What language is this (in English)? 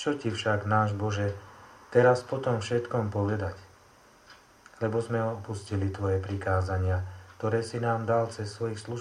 Slovak